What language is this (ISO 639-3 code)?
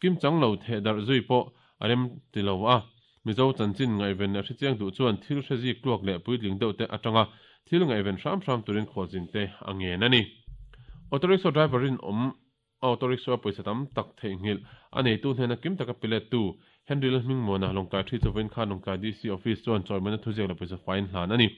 lus